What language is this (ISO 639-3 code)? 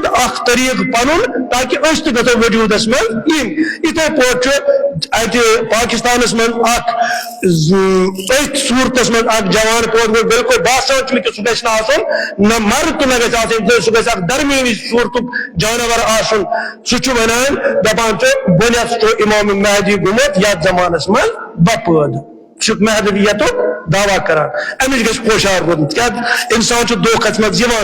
kas